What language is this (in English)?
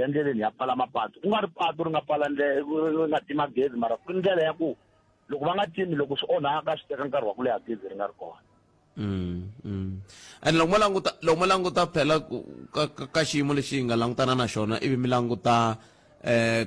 Tsonga